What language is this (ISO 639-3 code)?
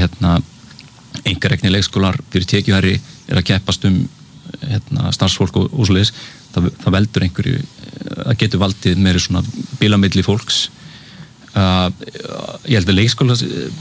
isl